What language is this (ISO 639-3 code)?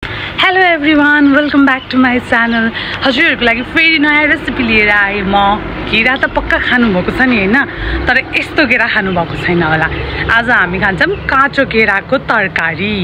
nep